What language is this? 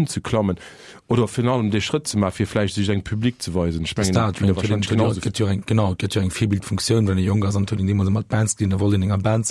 Luxembourgish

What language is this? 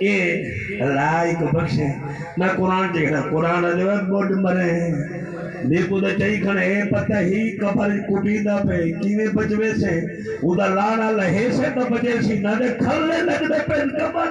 Saraiki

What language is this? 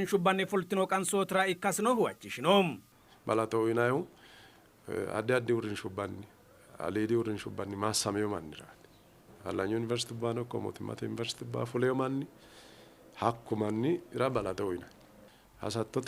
Sidamo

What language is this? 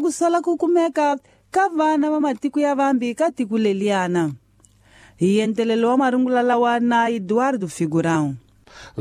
Tsonga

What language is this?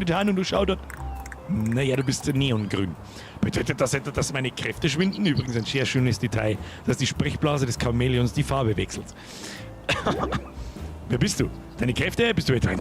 Bavarian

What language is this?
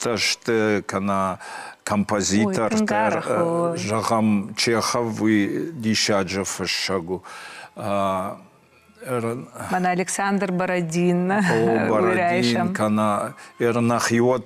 Ossetic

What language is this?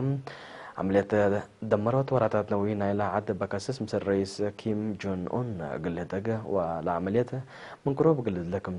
Tigre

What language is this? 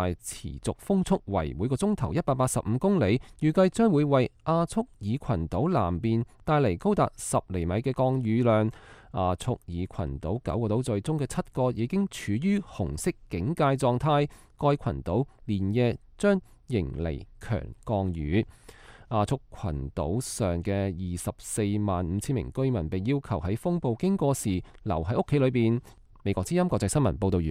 Cantonese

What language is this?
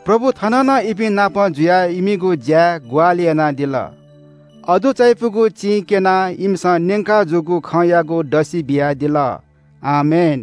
Newari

